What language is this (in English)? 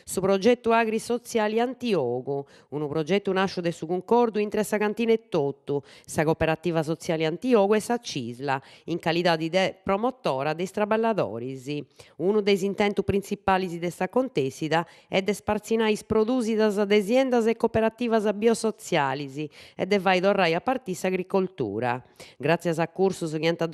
Sardinian